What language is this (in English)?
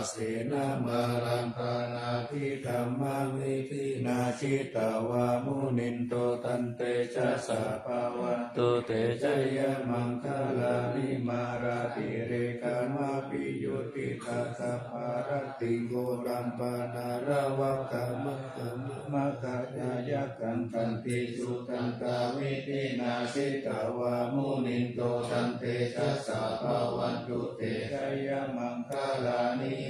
Pali